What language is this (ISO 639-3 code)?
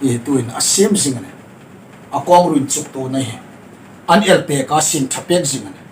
hmr